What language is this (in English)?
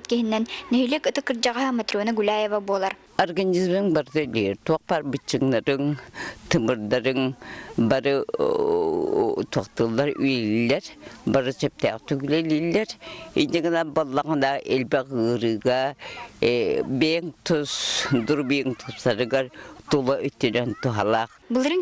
Yakut